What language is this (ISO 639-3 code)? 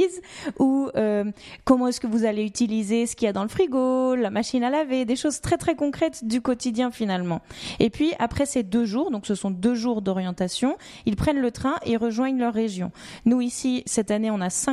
fra